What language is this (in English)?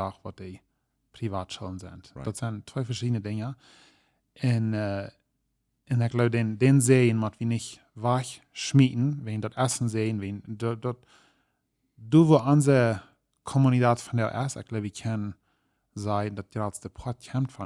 Plautdietsch